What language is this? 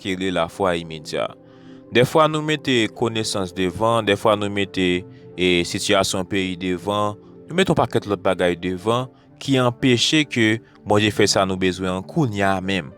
Haitian Creole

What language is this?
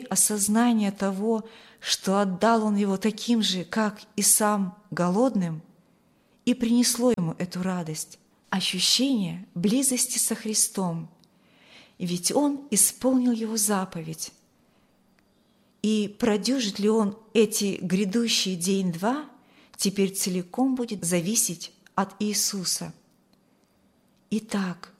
Russian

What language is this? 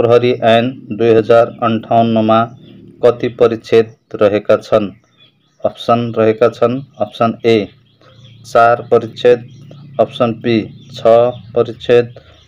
Nepali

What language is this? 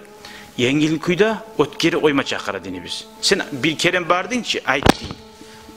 Kumyk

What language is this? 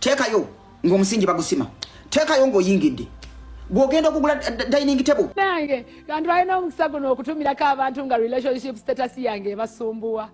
Ganda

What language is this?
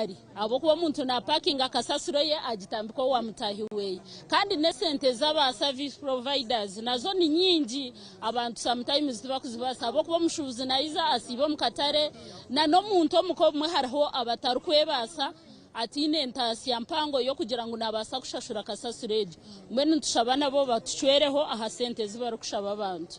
Nyankole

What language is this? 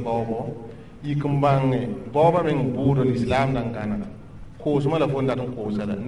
Mossi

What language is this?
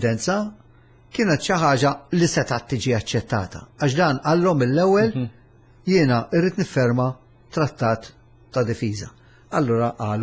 Maltese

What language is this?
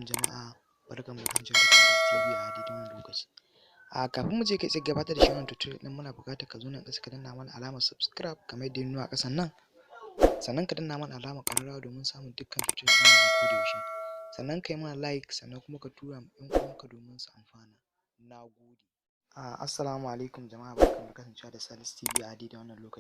Hausa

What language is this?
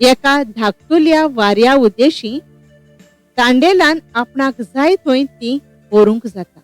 Konkani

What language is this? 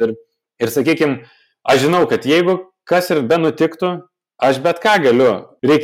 Lithuanian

